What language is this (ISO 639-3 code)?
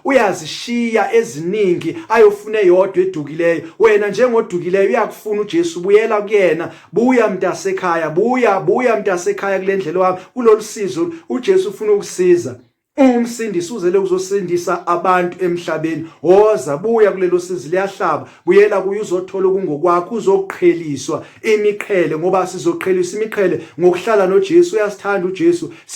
zul